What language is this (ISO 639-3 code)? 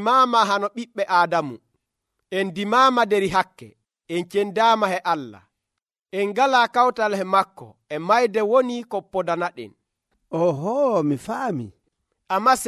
fuv